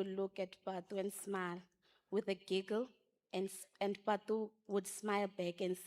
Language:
Venda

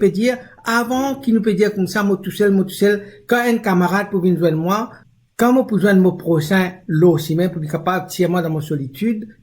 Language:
Morisyen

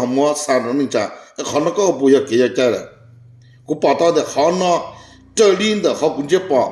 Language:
Hmong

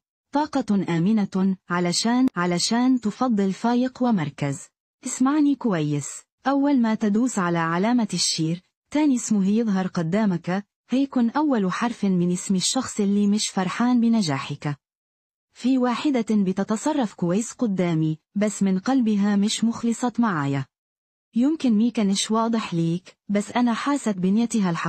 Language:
Egyptian Arabic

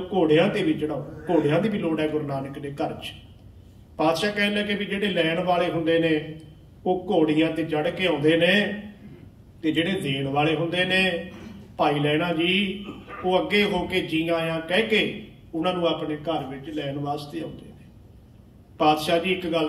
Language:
Punjabi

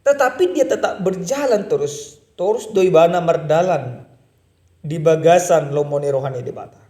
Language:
Batak Toba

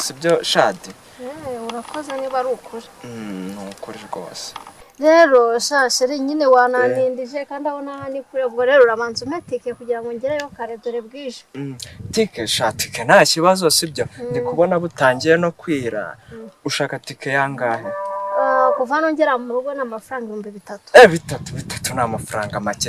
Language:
Kinyarwanda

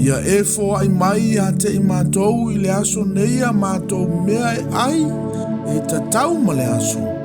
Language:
Samoan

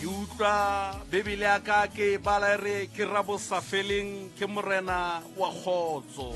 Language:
Southern Sotho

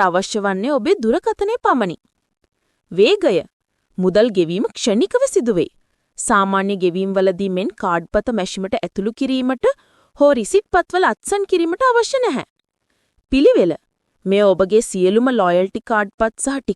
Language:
Sinhala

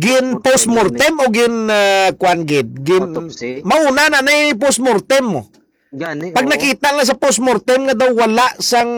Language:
Hiligaynon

